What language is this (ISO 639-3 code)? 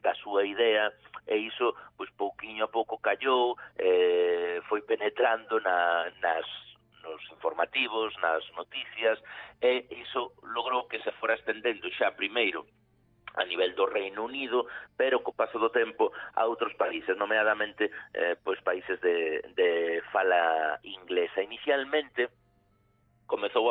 glg